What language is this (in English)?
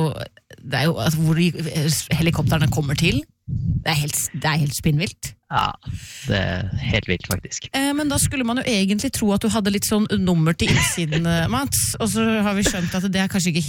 Norwegian